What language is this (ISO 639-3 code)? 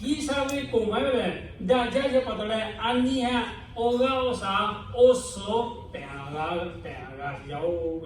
lhu